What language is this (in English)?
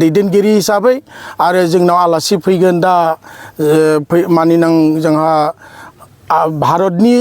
Bodo